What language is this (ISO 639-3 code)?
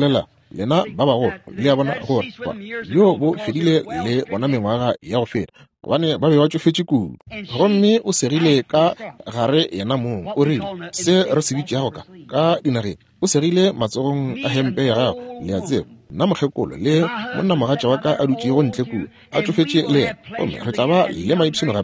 nso